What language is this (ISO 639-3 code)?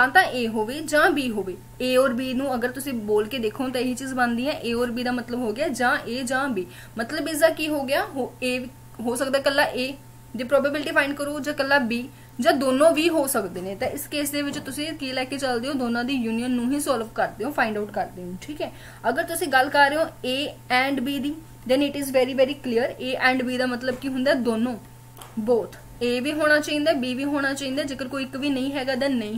pan